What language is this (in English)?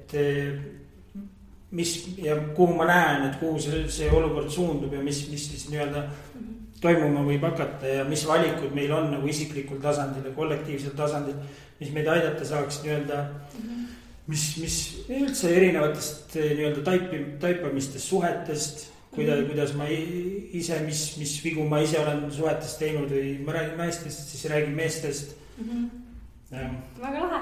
Estonian